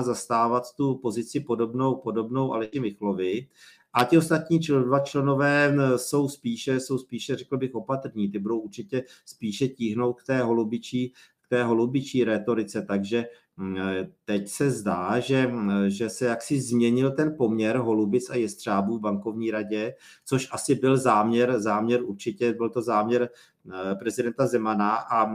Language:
Czech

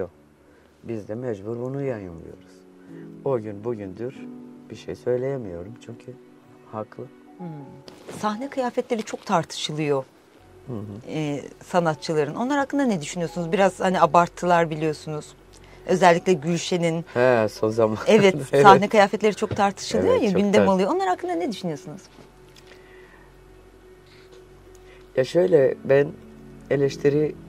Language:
Turkish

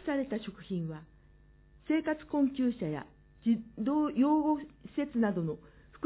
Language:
Japanese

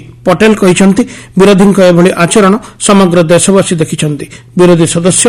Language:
Odia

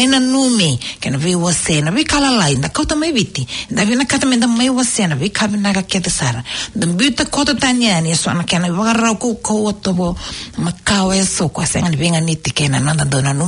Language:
Fijian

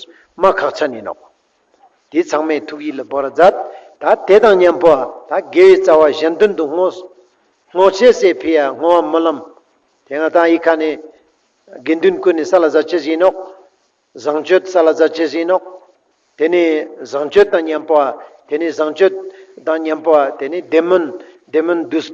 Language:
Ladakhi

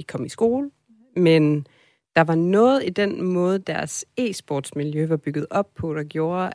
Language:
Danish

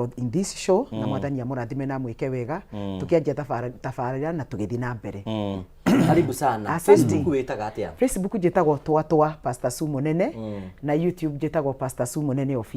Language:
Kikuyu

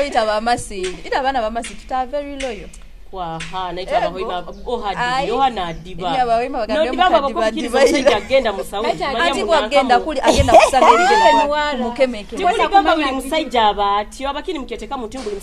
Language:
Nyoro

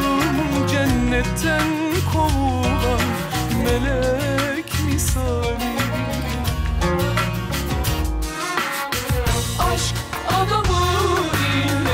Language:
Turkish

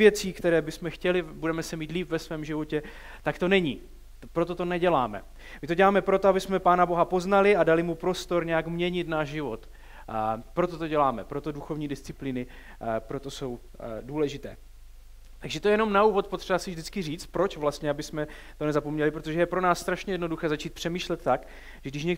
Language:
Czech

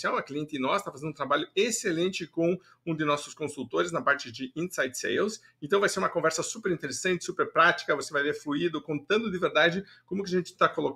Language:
Portuguese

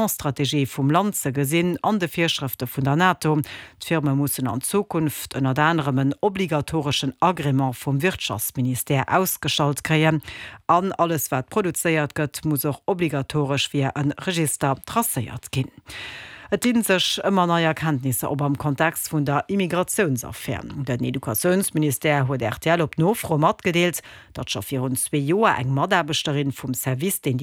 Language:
Luxembourgish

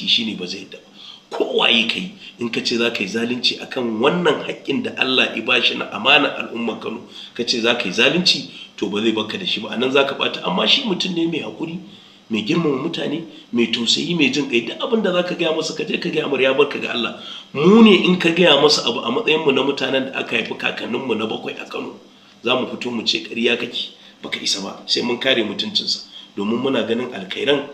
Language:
Hausa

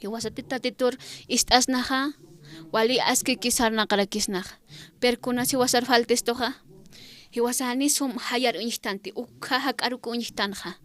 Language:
Aymara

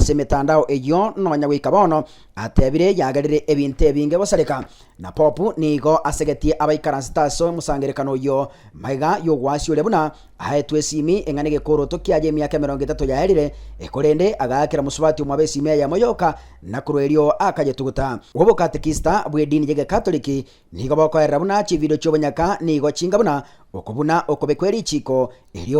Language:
Gusii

